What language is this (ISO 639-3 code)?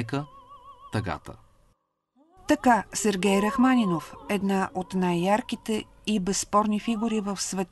bul